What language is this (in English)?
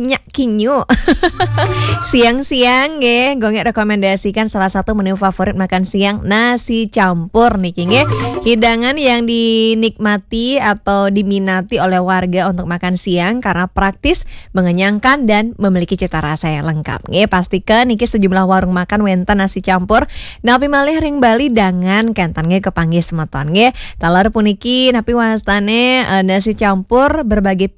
Balinese